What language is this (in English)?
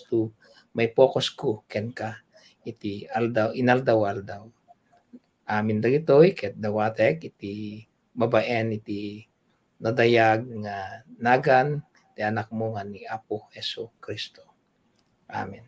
Iloko